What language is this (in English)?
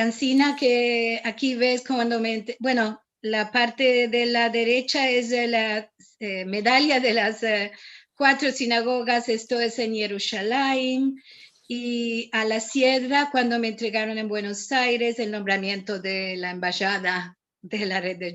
Ladino